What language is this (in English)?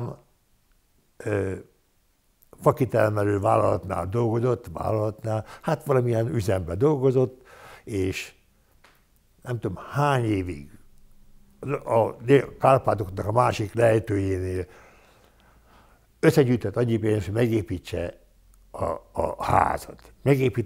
Hungarian